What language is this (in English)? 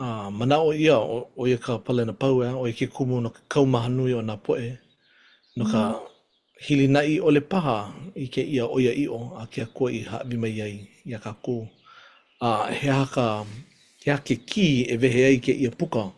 Hawaiian